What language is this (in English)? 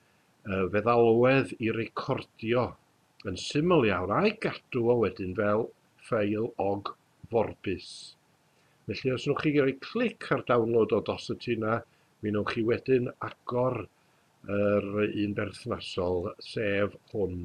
Welsh